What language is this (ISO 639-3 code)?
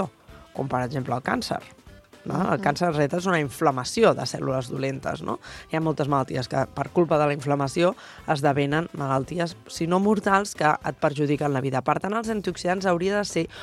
cat